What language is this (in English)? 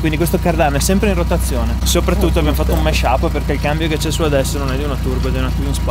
Italian